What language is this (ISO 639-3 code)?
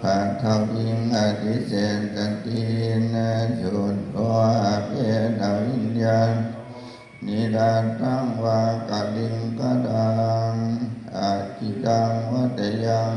pli